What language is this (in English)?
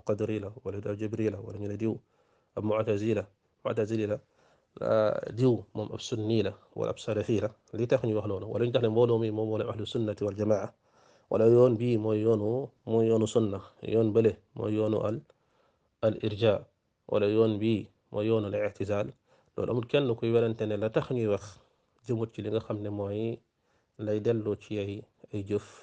Wolof